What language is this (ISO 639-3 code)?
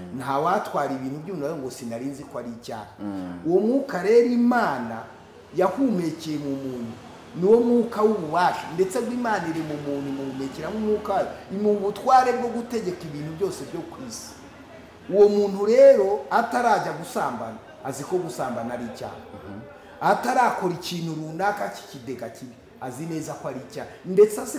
kin